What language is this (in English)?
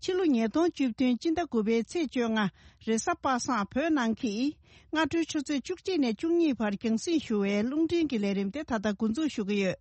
Tibetan